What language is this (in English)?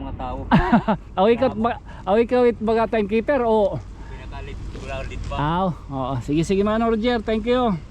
Waray